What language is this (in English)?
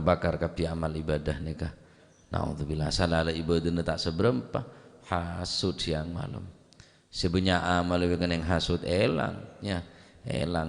Madurese